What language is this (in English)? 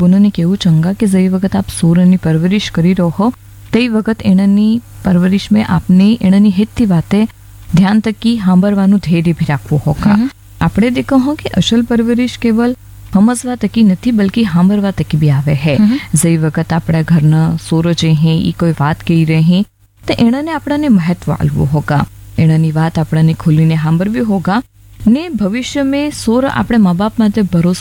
Gujarati